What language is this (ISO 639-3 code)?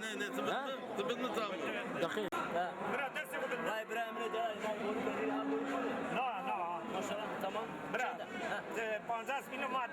zza